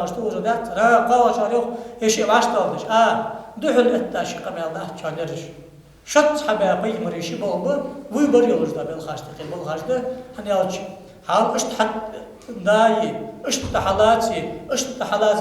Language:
Ingush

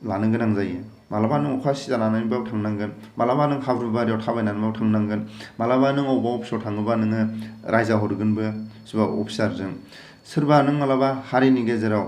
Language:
Bodo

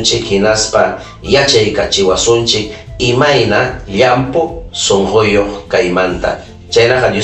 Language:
Ayacucho Quechua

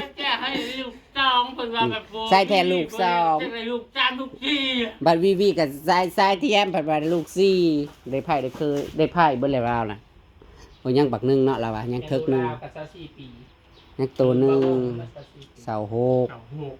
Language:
Northeastern Thai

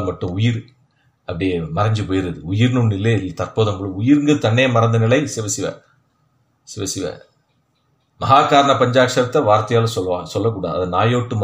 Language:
Tamil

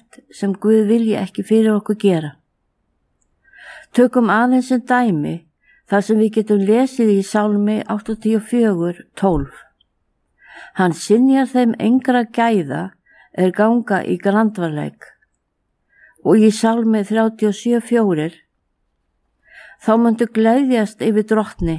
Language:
Icelandic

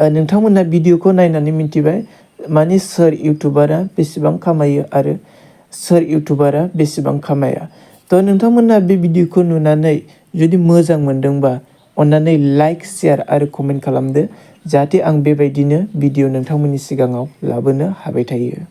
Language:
Bodo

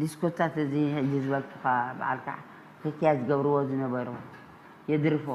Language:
Tigrinya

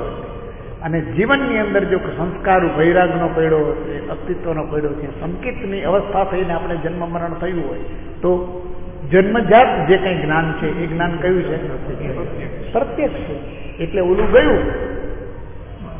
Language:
Gujarati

